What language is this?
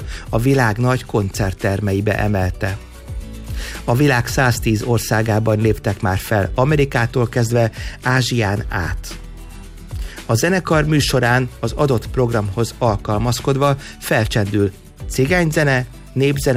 Hungarian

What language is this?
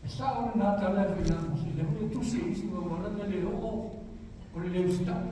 Samoan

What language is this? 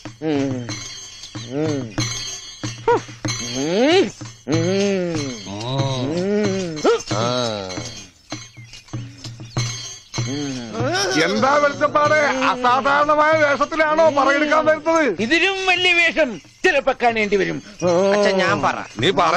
Malayalam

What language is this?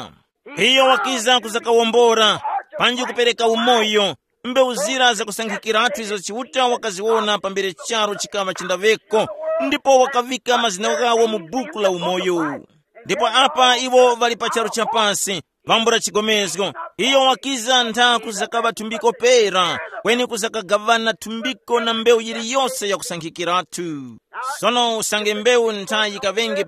Tumbuka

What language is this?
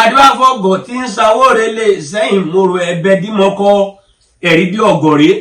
Yoruba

